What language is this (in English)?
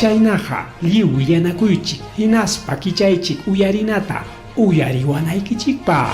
Ayacucho Quechua